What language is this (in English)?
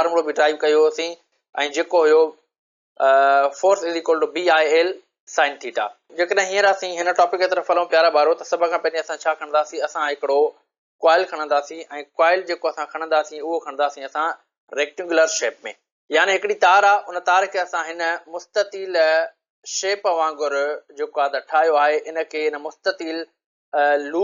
Sindhi